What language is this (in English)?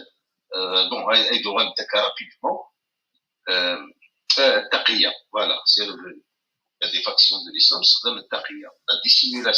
Kabyle